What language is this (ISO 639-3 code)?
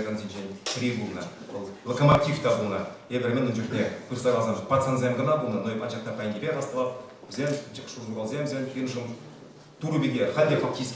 chv